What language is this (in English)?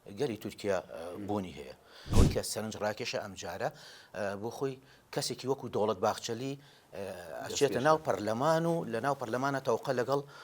Central Kurdish